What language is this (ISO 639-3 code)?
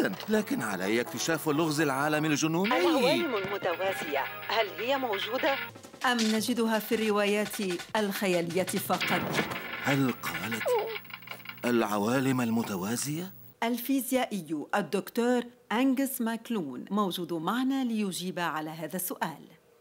ara